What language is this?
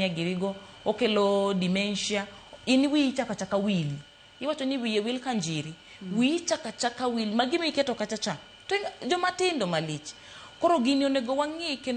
Luo (Kenya and Tanzania)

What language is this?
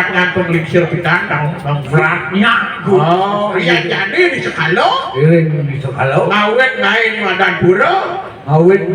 Balinese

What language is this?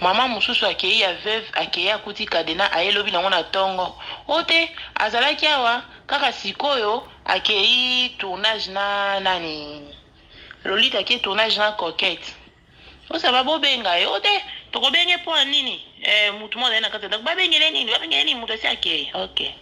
Lingala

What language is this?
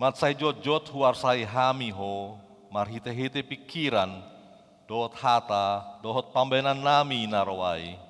Batak Toba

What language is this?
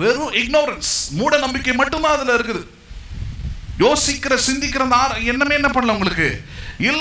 Tamil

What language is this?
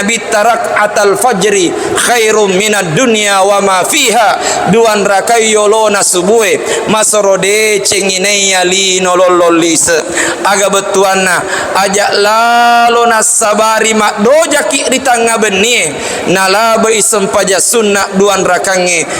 Buginese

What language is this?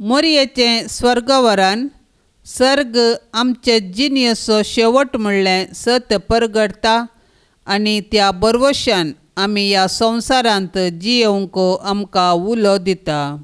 Konkani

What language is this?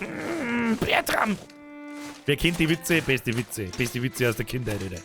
Bavarian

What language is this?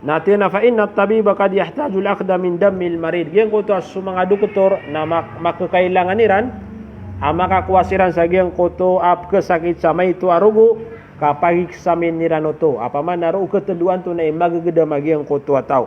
Maranao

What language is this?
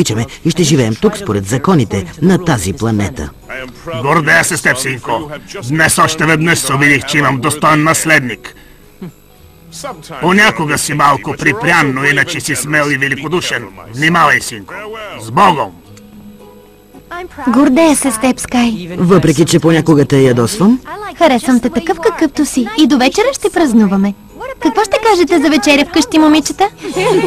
Bulgarian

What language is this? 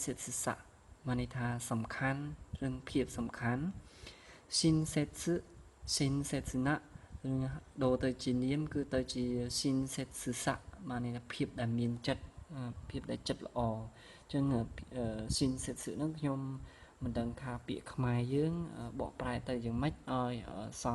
Khmer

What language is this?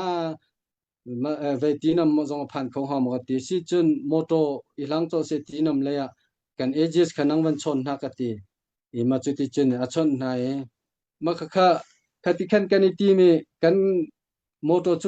Hakha Chin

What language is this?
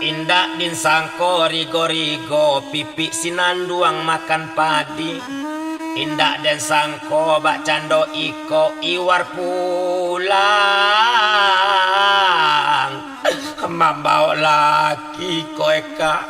Minangkabau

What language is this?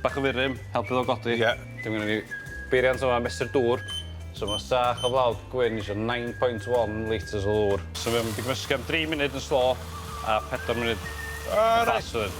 Welsh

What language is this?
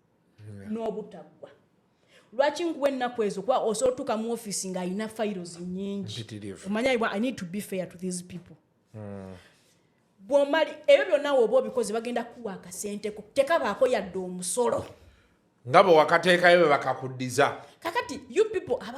Ganda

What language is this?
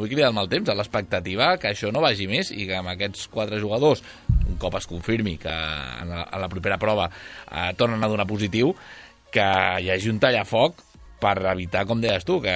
Catalan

